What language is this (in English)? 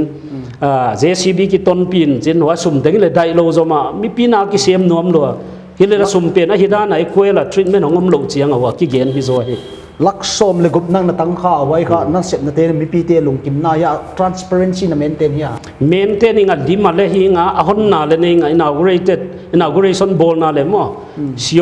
Paite Chin